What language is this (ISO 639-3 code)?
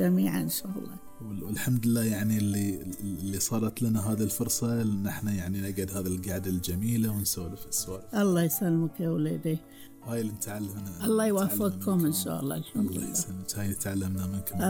afb